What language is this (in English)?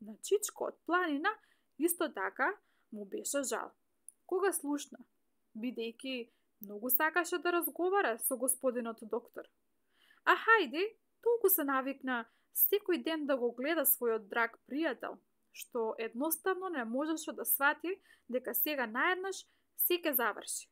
Macedonian